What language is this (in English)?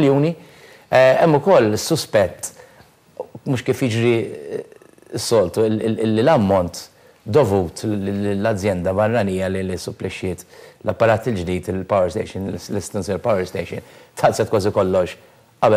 Maltese